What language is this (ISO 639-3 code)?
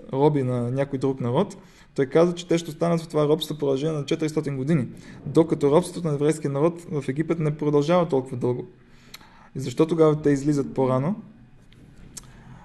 bul